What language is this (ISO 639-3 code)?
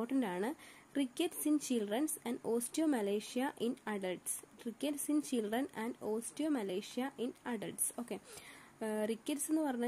mal